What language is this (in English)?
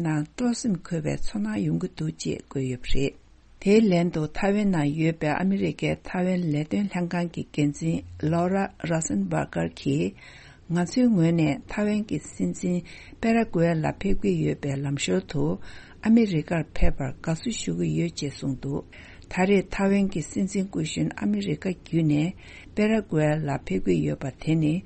Tibetan